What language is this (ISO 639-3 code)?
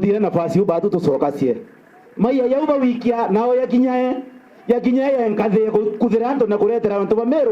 mer